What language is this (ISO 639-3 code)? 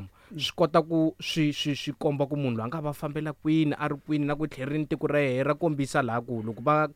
tso